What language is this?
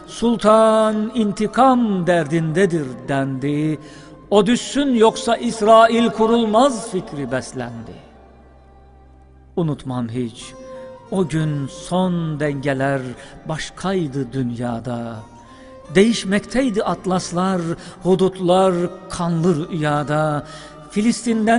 Turkish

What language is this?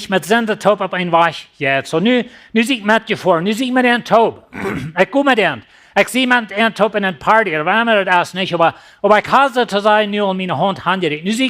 Plautdietsch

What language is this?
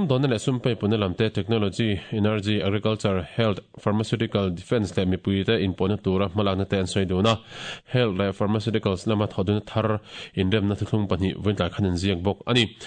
Mizo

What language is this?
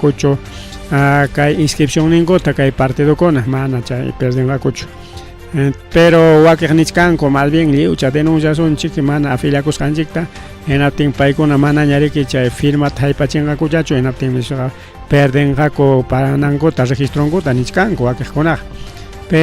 Ayacucho Quechua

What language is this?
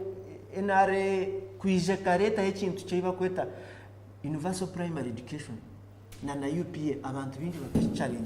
Nyankole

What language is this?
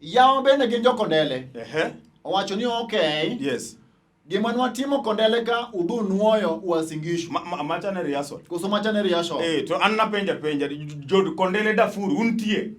Luo (Kenya and Tanzania)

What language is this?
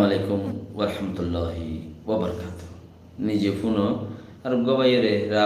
Rohingya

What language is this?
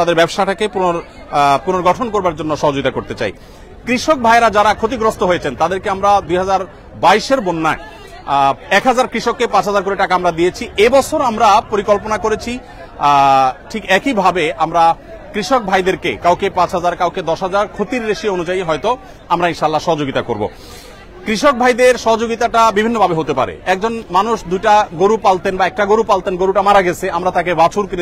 Bangla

